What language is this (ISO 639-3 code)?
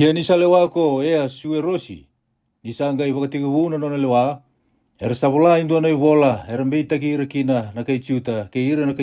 fij